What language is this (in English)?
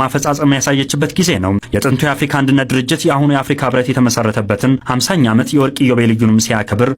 Amharic